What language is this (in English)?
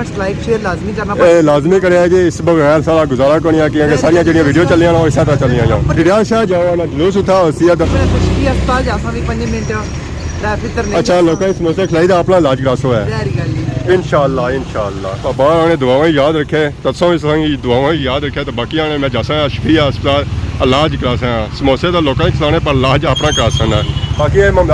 Pahari-Potwari